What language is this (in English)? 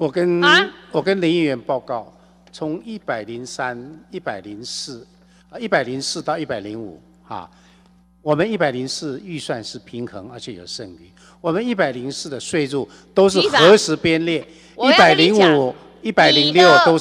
Chinese